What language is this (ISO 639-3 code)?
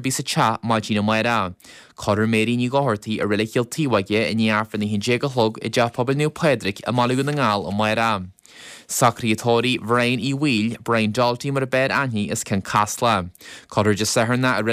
gle